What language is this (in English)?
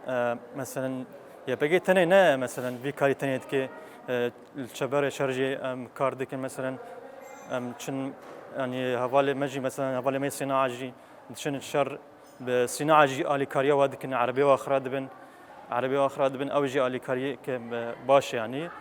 Kurdish